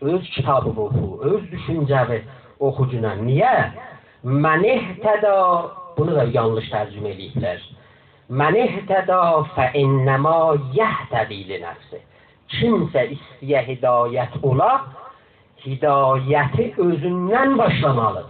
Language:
South Azerbaijani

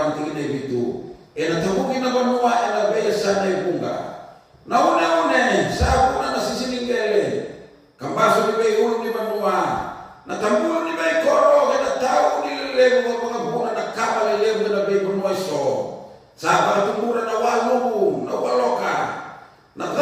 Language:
Fijian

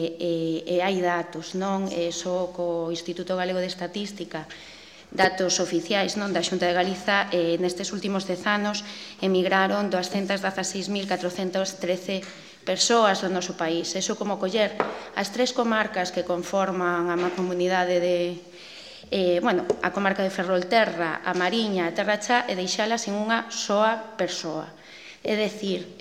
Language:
Galician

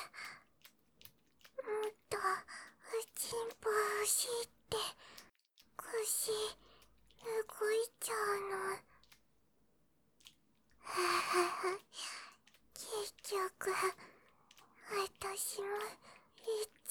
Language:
Japanese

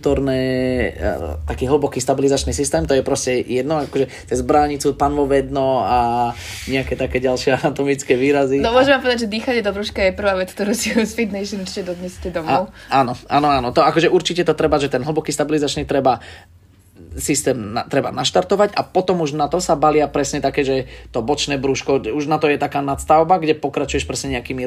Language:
Slovak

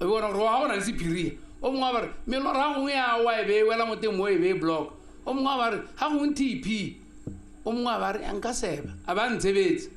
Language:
Tswana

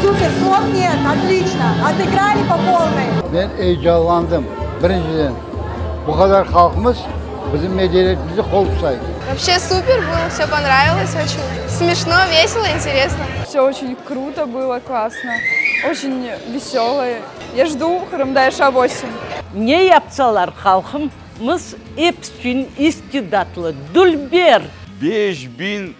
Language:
Crimean Tatar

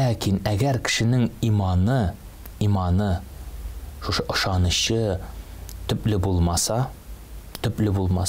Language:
Tatar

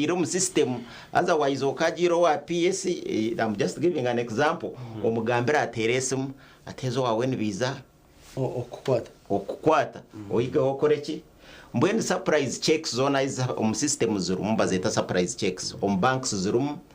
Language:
Nyankole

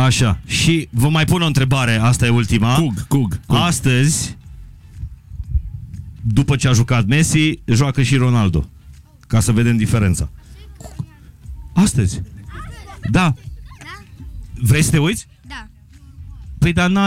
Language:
Romanian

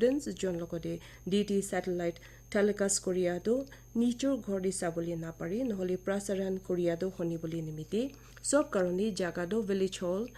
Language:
Naga Pidgin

